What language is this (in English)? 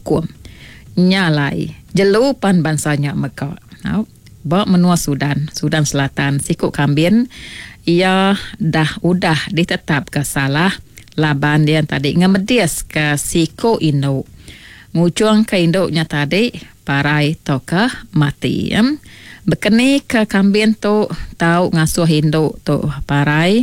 Iban